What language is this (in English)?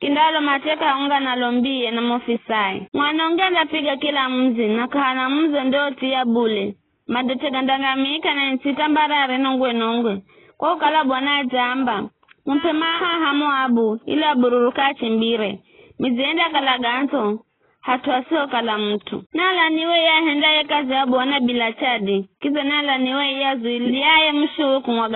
Giryama